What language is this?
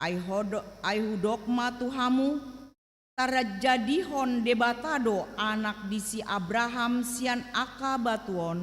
Batak Toba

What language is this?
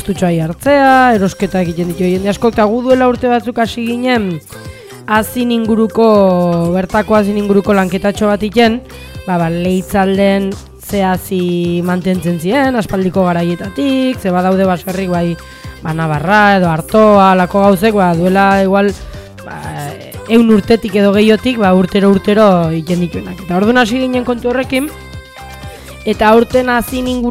Basque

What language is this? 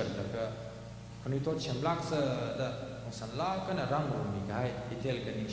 Tangkhul Naga (India)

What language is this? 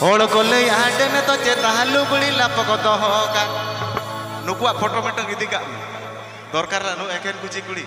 Santali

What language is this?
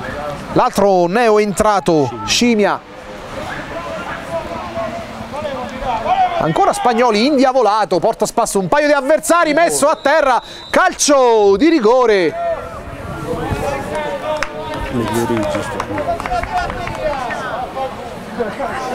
Italian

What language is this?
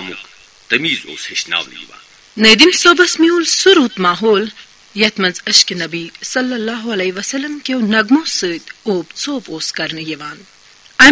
Kashmiri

